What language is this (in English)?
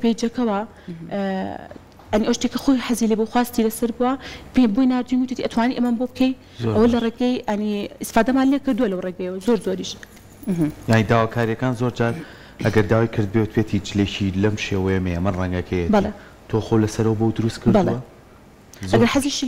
Central Kurdish